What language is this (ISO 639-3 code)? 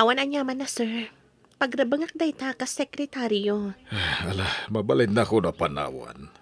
ilo